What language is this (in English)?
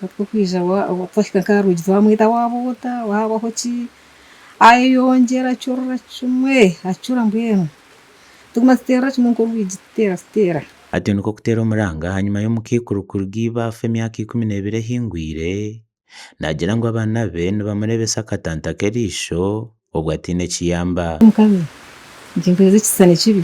Nyankole